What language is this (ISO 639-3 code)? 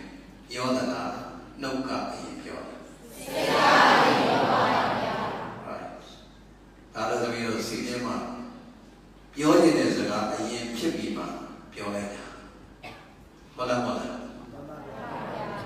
mya